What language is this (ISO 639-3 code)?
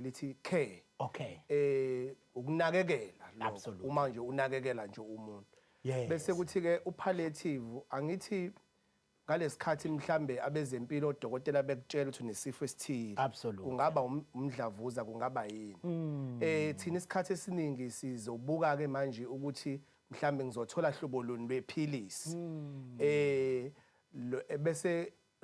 zul